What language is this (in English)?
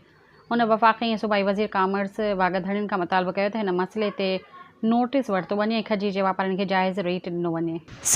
Sindhi